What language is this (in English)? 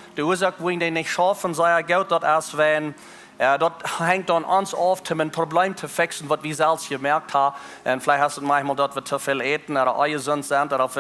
Plautdietsch